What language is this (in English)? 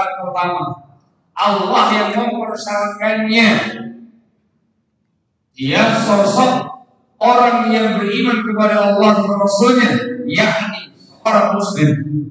Indonesian